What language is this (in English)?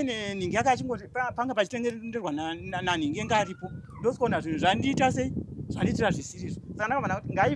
Shona